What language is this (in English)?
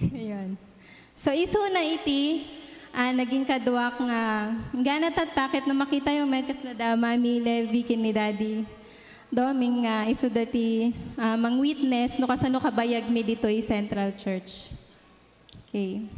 Iloko